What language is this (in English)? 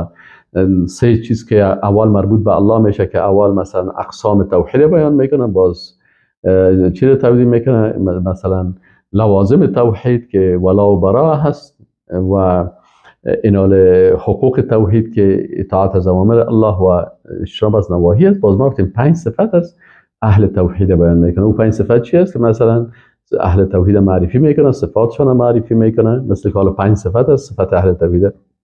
Persian